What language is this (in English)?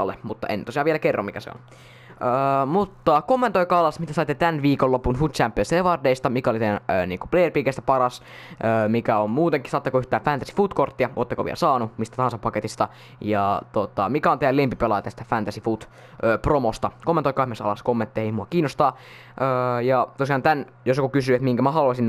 Finnish